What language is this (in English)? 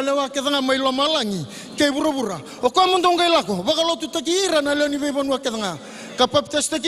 Fijian